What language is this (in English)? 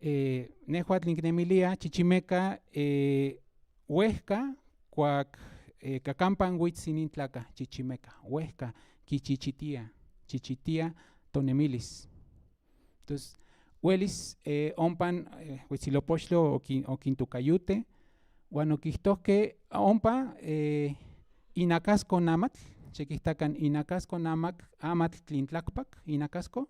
Central Nahuatl